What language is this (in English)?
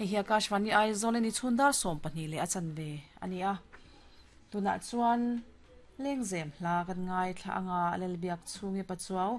Mizo